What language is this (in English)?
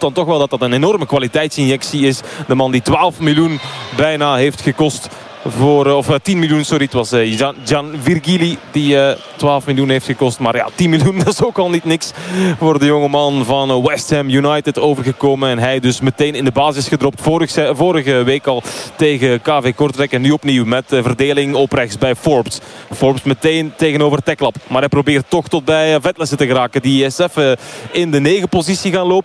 Dutch